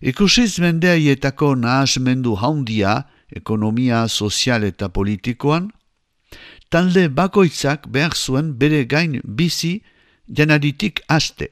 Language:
Basque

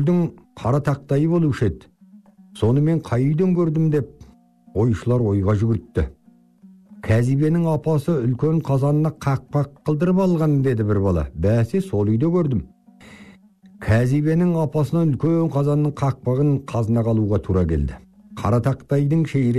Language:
Kazakh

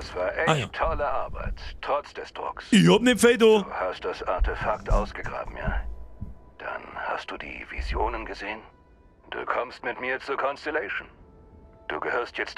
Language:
Bavarian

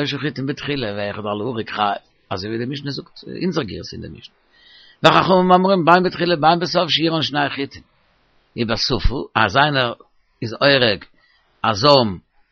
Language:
Yiddish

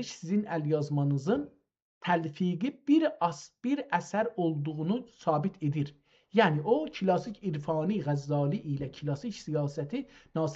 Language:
South Azerbaijani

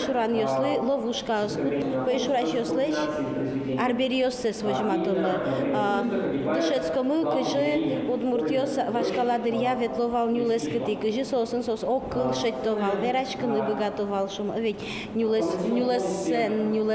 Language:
Udmurt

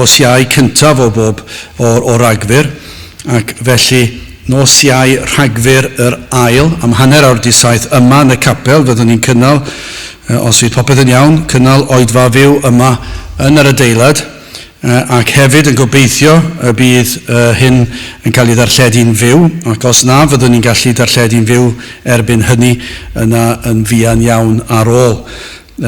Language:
Welsh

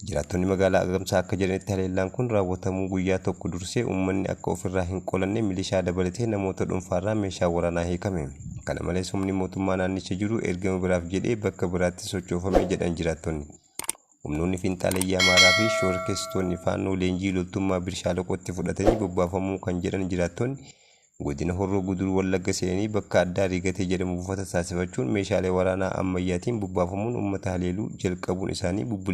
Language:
Oromo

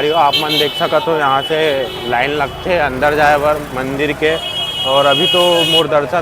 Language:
Chhattisgarhi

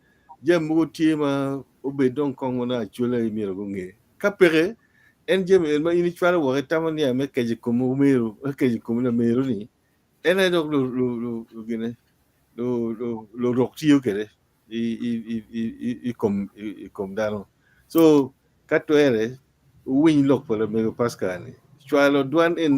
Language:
Acoli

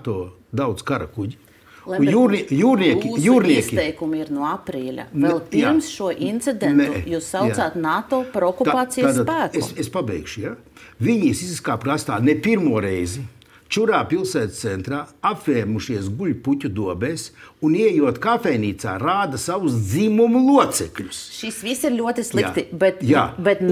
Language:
Latvian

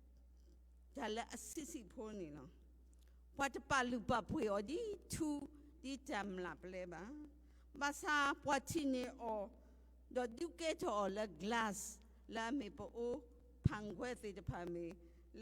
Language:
S'gaw Karen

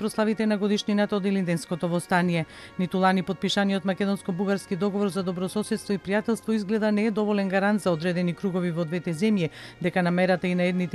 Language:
Macedonian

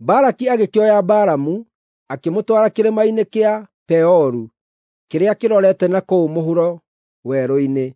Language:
Kikuyu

